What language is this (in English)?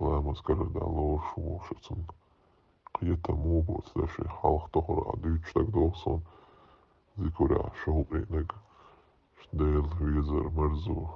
Chechen